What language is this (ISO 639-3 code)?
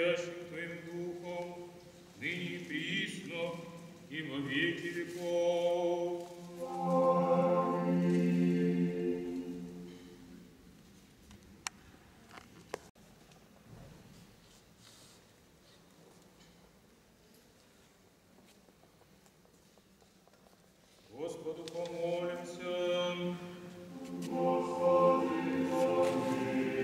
rus